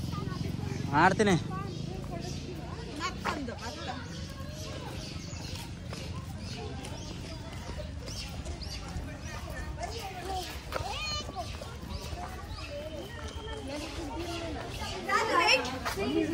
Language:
Kannada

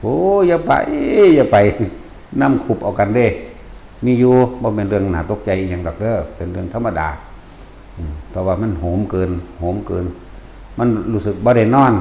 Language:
Northeastern Thai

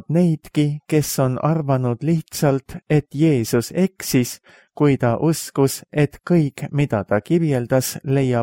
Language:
Estonian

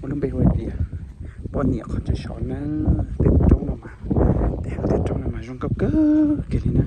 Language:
Hmong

